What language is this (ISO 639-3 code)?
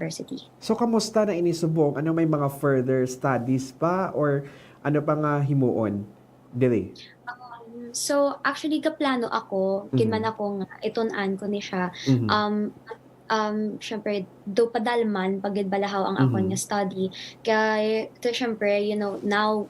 hil